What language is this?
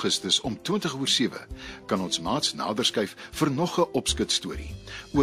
Afrikaans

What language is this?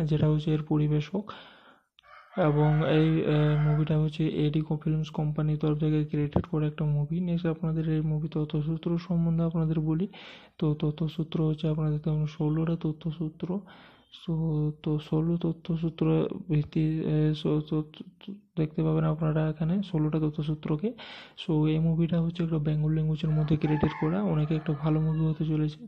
Bangla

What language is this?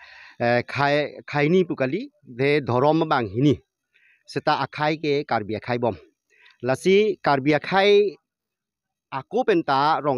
Karbi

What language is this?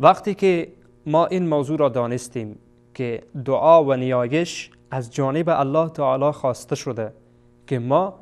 Persian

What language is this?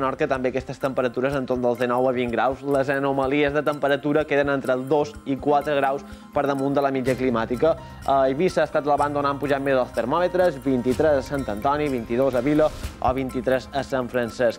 Catalan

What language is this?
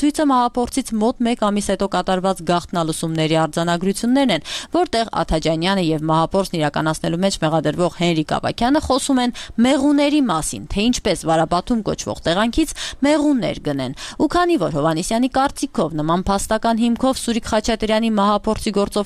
Armenian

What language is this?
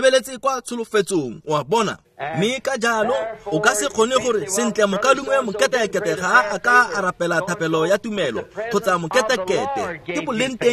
Tswana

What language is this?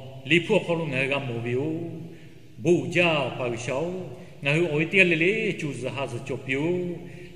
Lahu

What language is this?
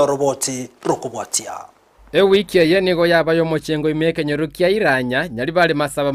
Gusii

